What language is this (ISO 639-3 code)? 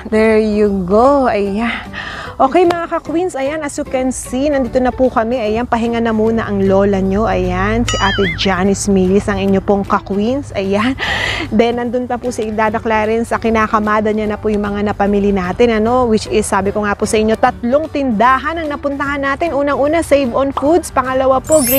fil